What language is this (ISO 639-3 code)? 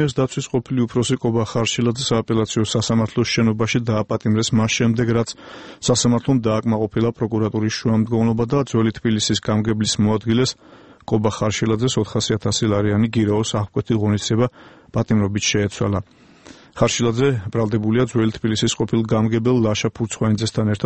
kat